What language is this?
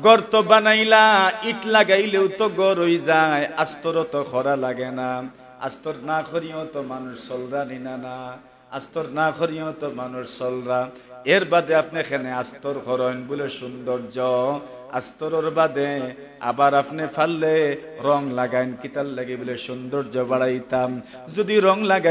Sylheti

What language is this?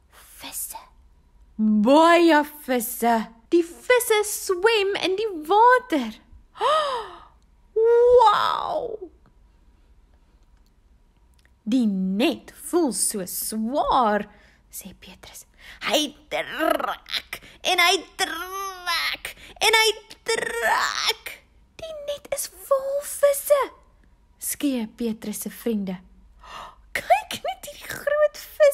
Afrikaans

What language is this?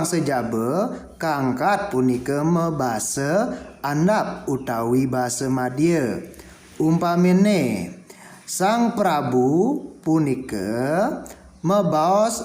Balinese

